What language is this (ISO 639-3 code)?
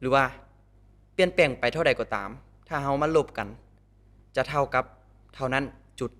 lao